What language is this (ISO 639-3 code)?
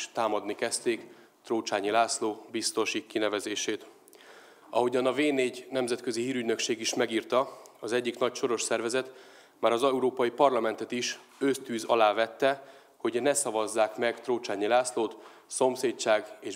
hun